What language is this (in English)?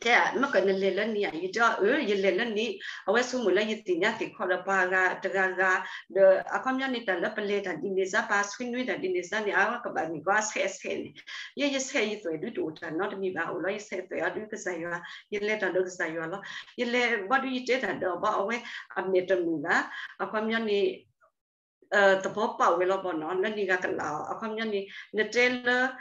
S'gaw Karen